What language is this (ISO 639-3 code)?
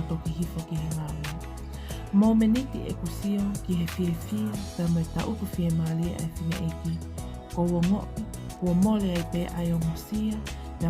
ton